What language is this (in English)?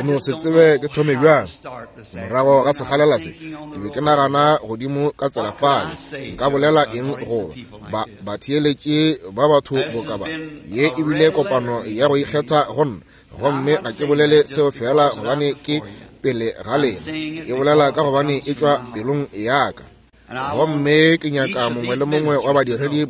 Northern Sotho